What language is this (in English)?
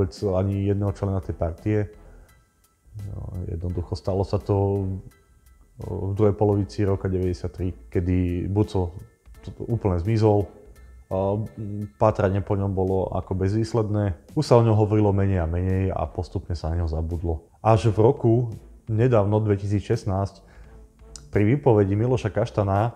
Slovak